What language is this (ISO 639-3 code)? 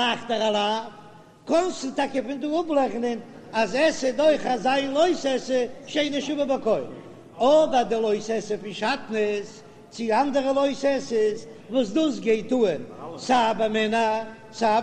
yid